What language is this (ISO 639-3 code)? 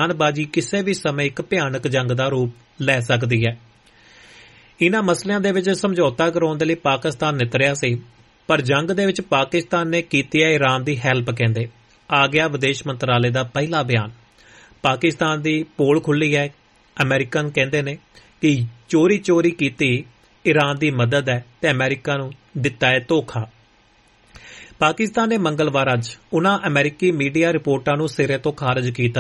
pan